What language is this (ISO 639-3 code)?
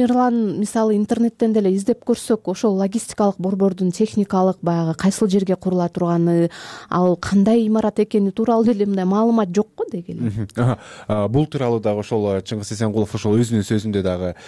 kir